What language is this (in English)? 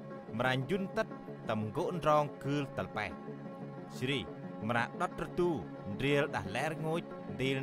Central Mnong